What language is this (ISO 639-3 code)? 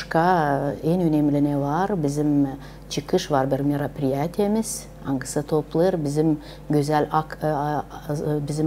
gag